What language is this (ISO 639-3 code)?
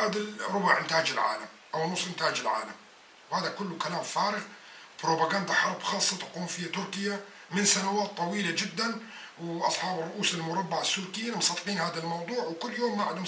apc